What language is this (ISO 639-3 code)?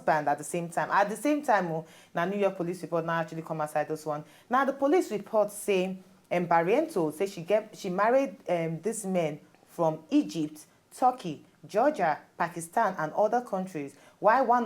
pcm